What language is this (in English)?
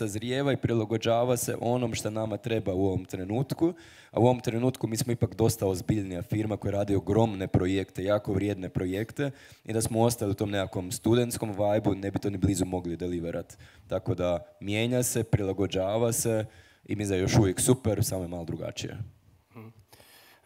Croatian